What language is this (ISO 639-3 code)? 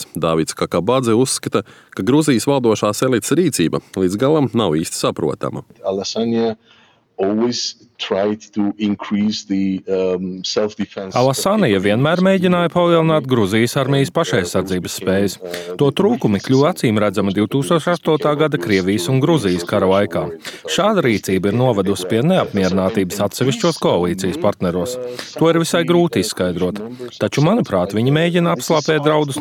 lav